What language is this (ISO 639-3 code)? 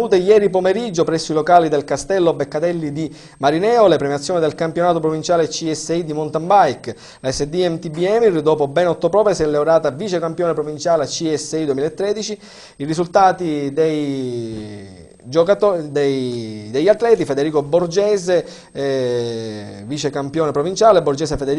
ita